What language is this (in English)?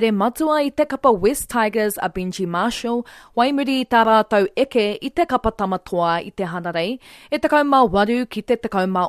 Māori